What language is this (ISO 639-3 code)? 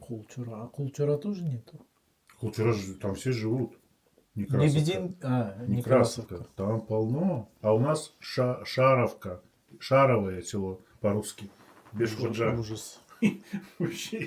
crh